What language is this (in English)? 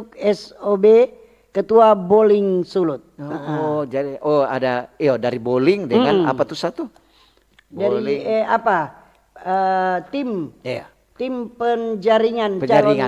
Manado Malay